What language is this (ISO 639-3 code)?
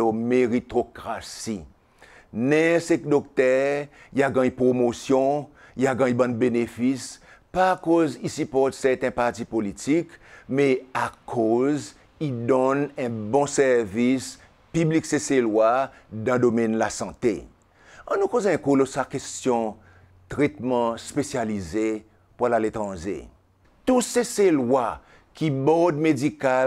crs